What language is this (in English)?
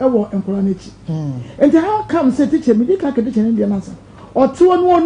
Akan